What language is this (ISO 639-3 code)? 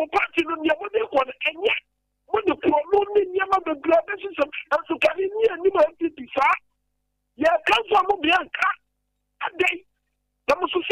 aka